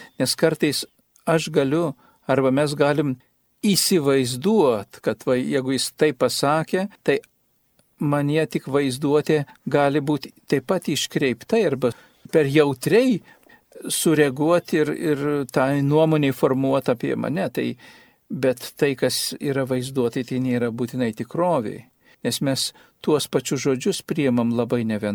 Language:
Lithuanian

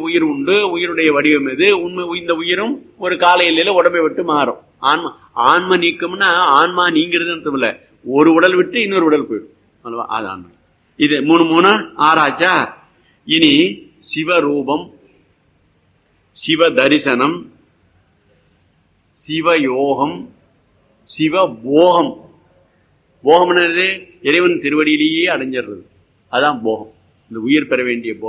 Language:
Tamil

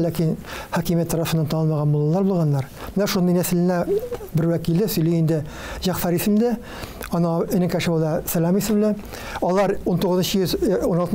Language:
Tatar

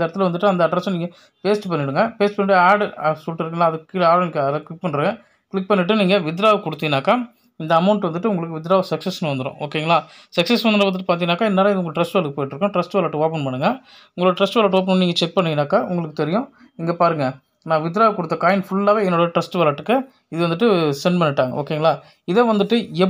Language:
Tamil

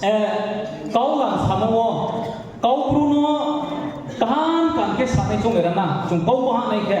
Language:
Riang (India)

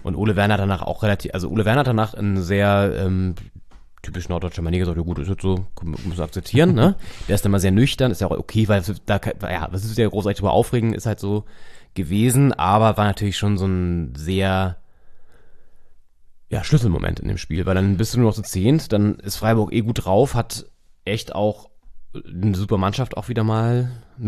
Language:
German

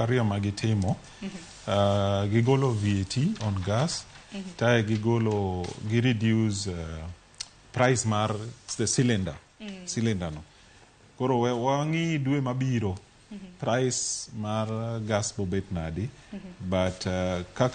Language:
Luo (Kenya and Tanzania)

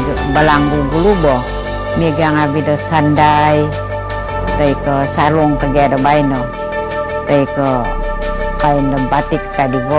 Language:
Central Dusun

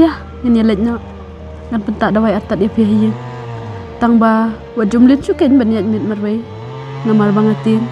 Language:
Khasi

